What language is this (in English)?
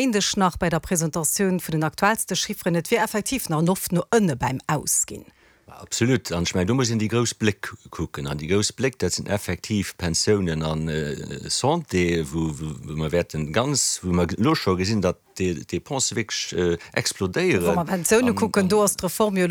Luxembourgish